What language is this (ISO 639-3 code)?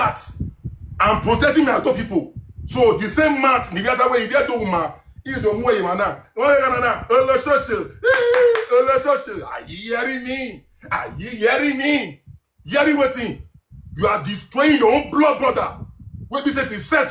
pcm